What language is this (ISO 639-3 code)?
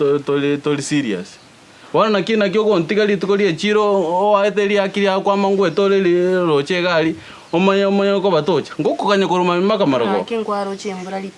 guz